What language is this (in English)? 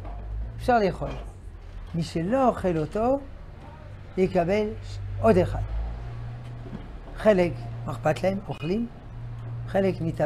Hebrew